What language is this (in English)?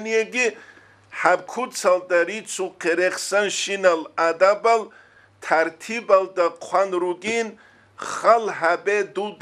Avaric